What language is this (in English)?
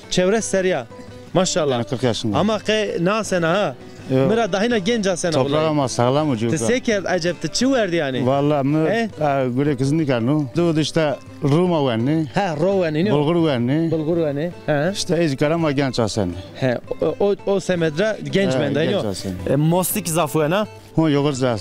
Zaza